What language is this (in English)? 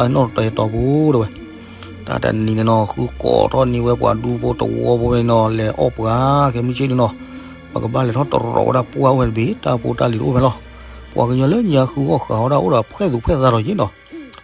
S'gaw Karen